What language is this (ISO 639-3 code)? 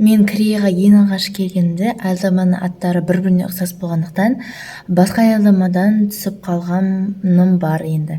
kaz